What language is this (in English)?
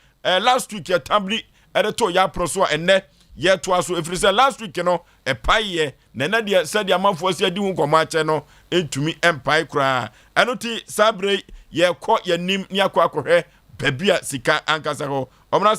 Akan